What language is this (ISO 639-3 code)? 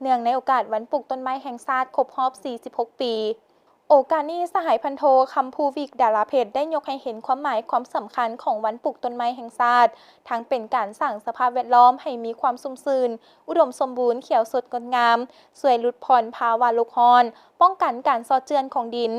lao